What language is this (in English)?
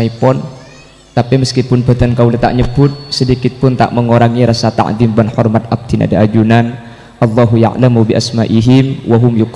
Madurese